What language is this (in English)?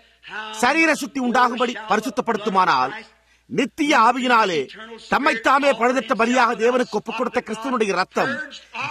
Tamil